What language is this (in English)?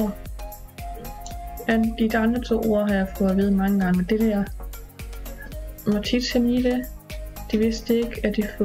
Danish